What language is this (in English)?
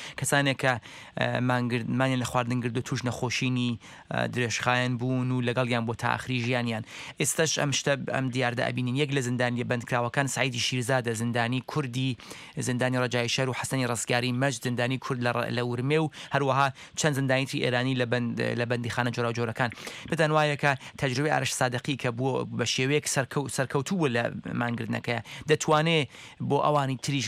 Central Kurdish